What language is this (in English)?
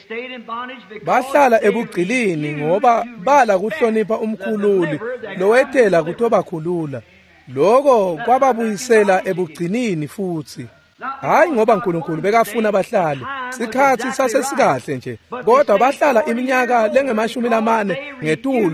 Swati